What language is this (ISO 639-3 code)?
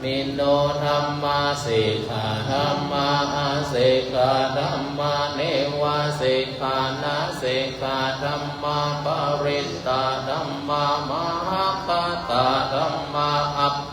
pli